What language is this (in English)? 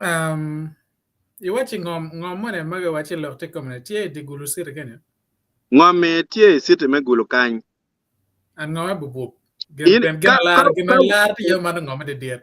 Acoli